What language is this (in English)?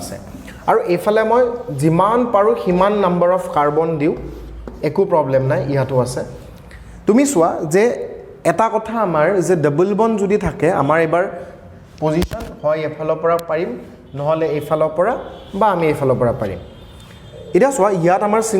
Assamese